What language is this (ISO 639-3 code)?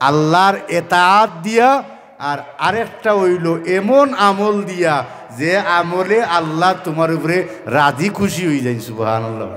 syl